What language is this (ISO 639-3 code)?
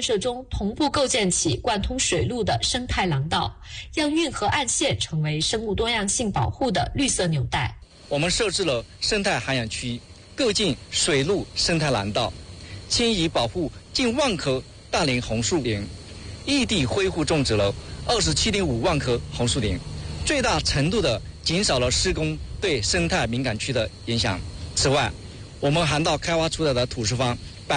zho